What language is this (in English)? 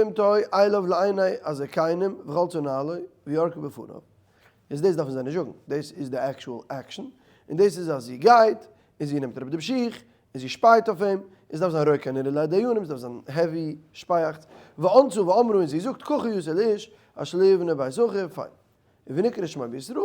Yiddish